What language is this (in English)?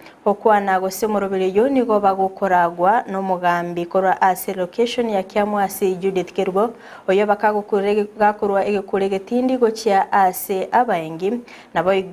Gusii